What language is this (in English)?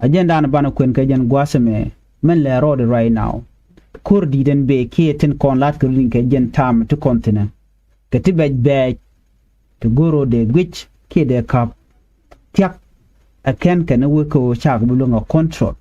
Nuer